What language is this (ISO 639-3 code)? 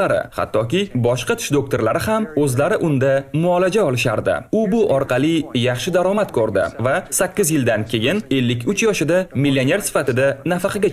uzb